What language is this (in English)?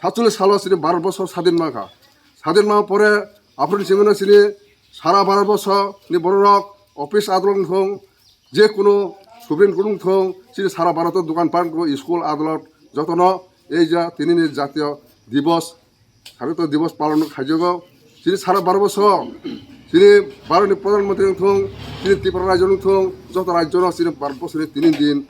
Kok Borok